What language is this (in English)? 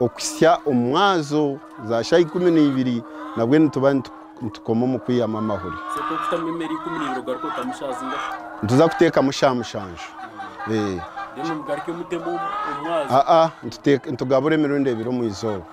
Nyankole